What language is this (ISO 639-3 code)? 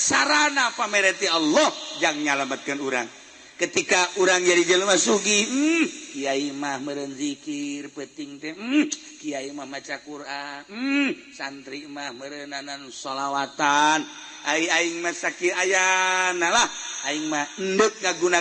sun